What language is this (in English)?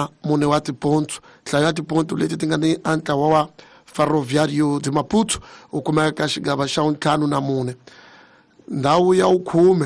Tsonga